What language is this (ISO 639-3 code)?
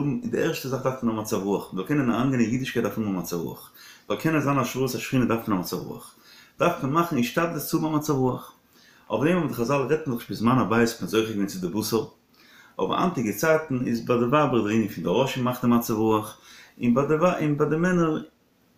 yid